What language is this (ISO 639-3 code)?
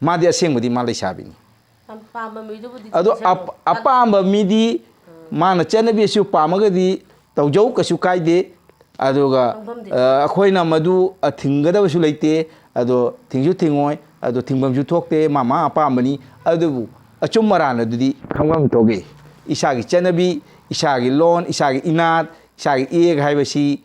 mni